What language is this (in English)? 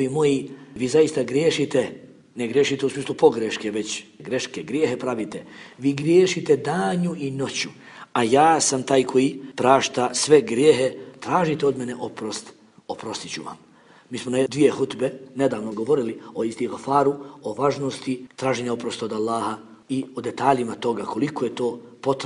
Bosnian